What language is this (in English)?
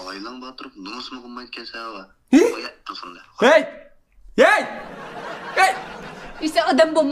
Uyghur